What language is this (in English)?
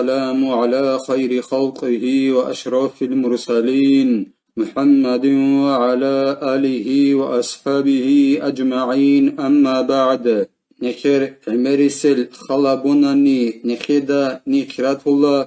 Avaric